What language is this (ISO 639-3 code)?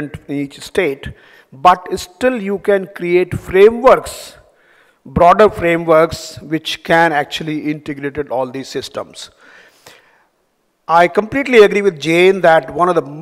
eng